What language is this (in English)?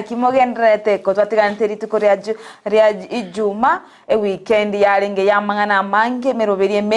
Gusii